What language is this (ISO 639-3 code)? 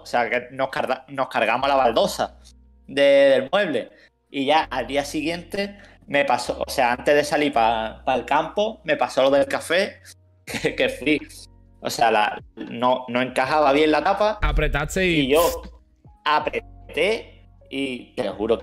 spa